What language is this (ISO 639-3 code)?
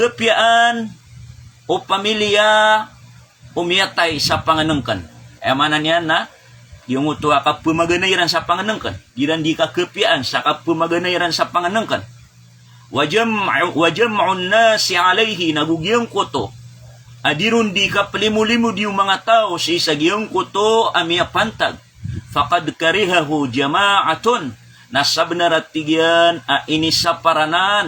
mrw